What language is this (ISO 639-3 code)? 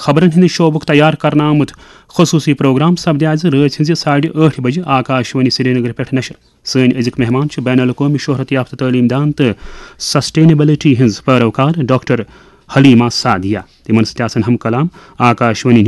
kas